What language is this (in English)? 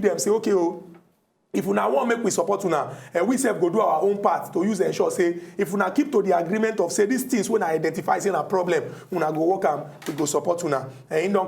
Nigerian Pidgin